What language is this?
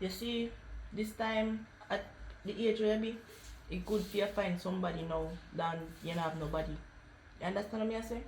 Jamaican Creole English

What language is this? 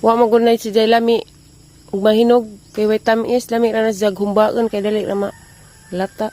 Cebuano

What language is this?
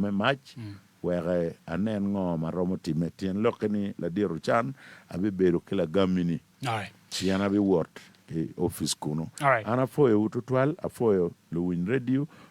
Acoli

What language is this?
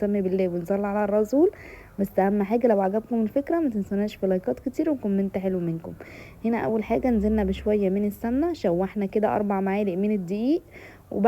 Egyptian Arabic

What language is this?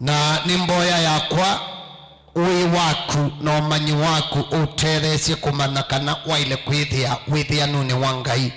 Kamba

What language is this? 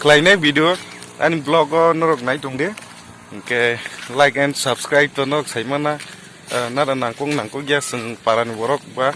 Kok Borok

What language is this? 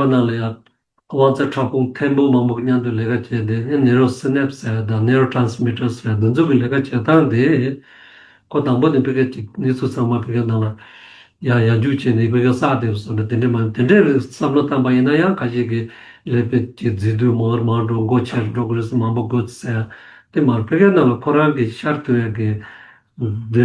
Tibetan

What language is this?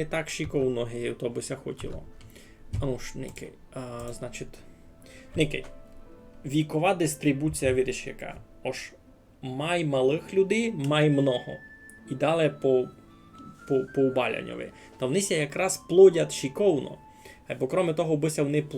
Rusyn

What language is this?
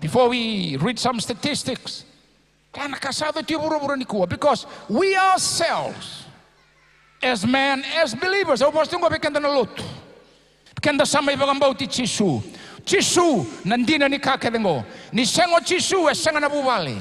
Fijian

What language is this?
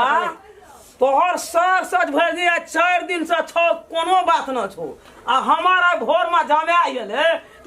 Maithili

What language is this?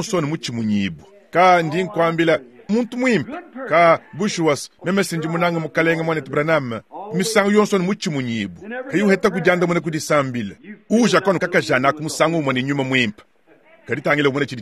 Luba-Lulua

